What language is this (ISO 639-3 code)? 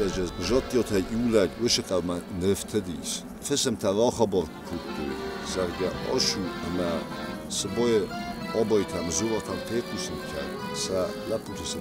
oss